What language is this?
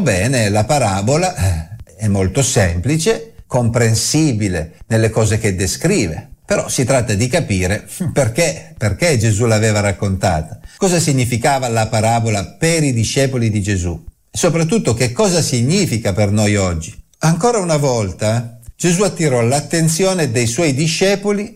Italian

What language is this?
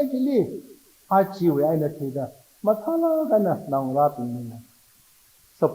Tangkhul Naga (India)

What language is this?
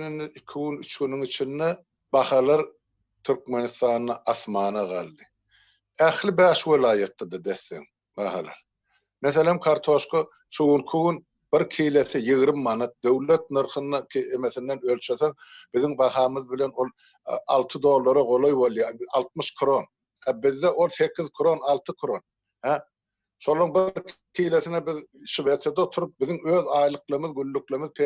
Turkmen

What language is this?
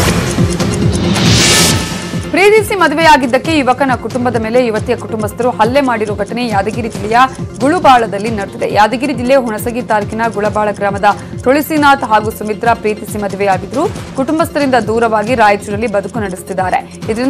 Kannada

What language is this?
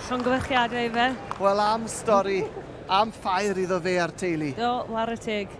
Welsh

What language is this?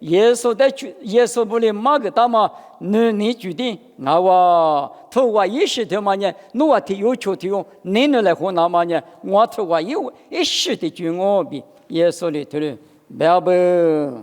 Lisu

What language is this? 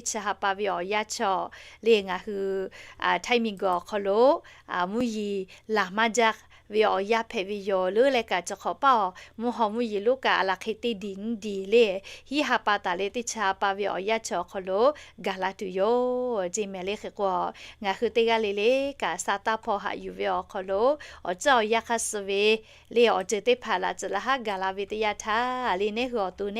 Lahu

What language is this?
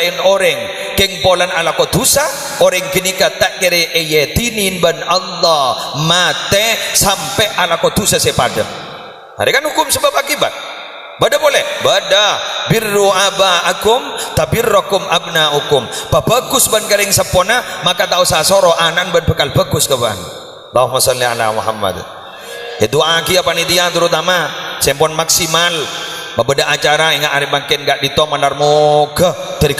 Madurese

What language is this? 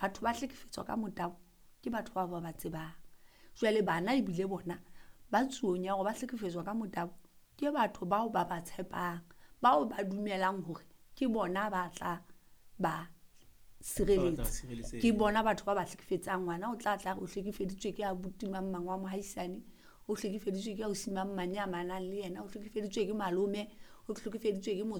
Southern Sotho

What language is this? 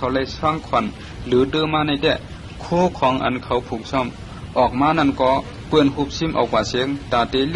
Shan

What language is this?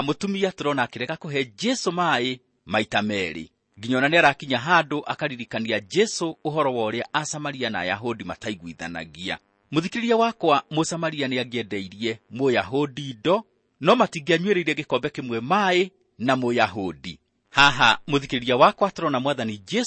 Kikuyu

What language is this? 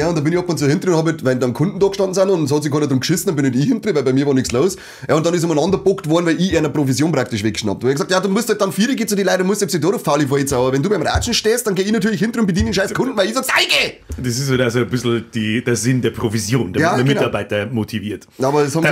Bavarian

